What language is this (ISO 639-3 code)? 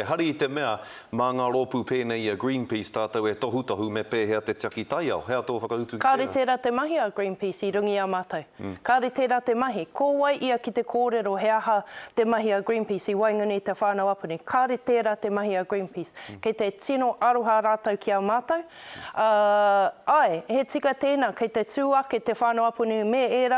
mri